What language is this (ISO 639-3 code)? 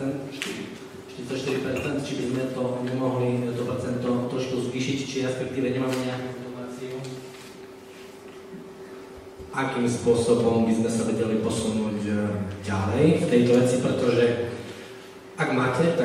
slk